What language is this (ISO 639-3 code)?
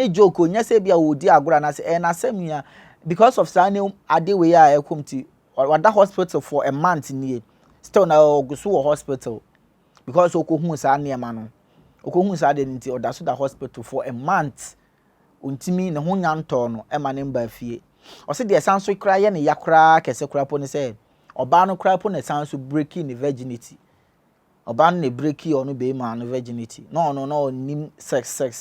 aka